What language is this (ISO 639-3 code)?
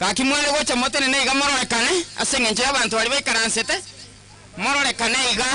guz